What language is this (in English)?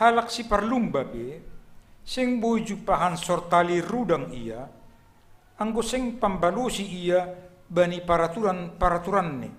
Batak Simalungun